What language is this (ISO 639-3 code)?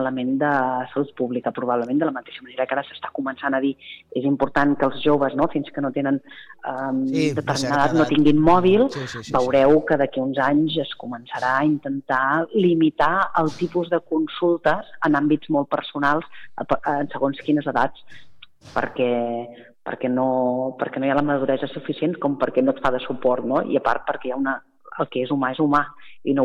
cat